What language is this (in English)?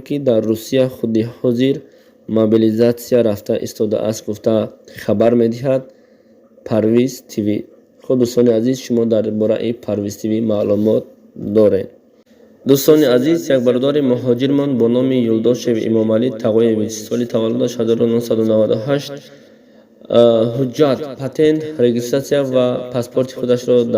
Tajik